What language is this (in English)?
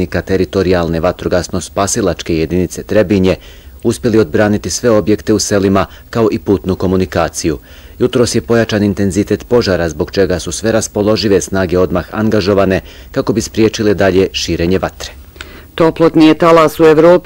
Bosnian